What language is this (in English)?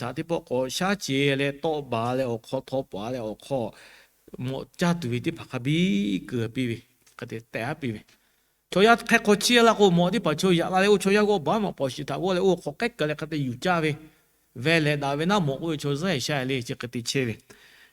Lahu